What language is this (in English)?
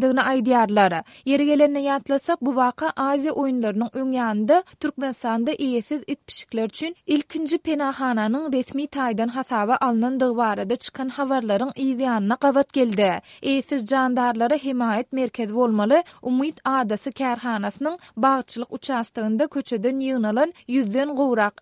Turkmen